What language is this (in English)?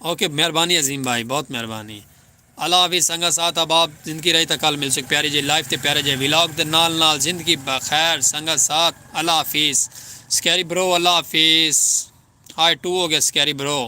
Saraiki